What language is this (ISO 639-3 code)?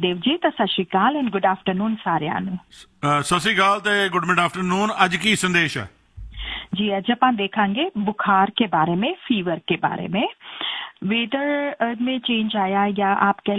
pan